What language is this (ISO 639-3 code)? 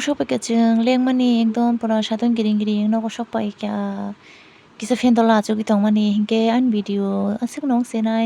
trp